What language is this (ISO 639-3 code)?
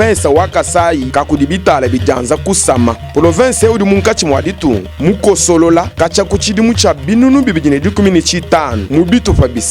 lua